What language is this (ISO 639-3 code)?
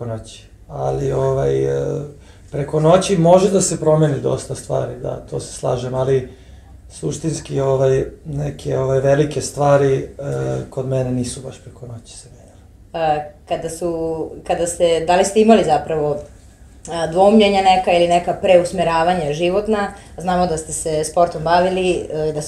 srp